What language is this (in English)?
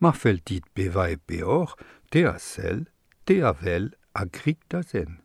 Breton